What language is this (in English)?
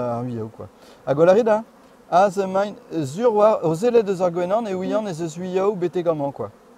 Breton